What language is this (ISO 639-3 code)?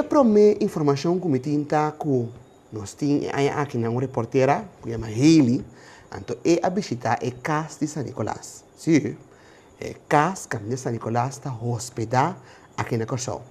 pap